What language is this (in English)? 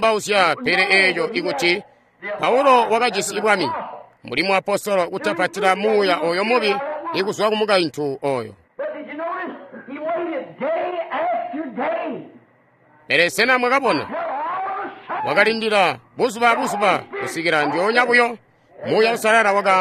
Tonga (Zambia)